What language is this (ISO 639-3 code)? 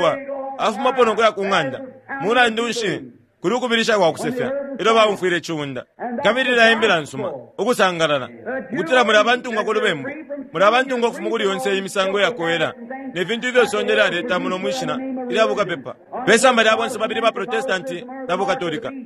bem